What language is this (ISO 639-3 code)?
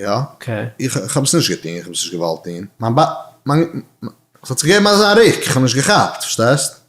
yid